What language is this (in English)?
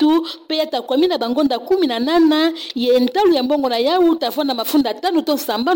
Kituba (Democratic Republic of Congo)